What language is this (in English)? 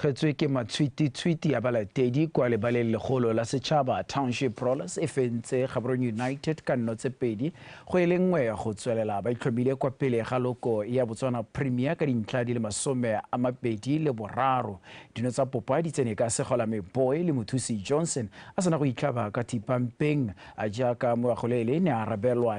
Tswana